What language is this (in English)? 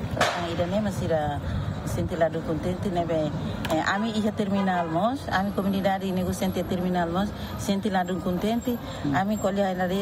Tetum